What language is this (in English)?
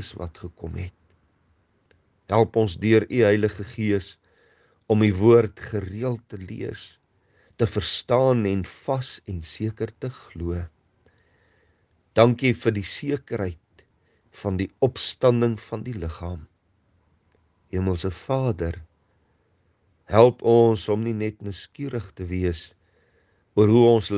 Afrikaans